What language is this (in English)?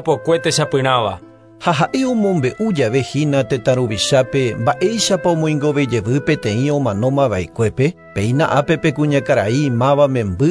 Guarani